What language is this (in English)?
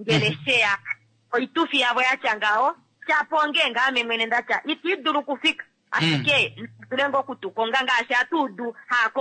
Kuanyama